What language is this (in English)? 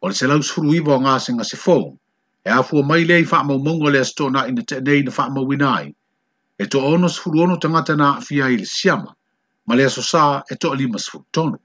Samoan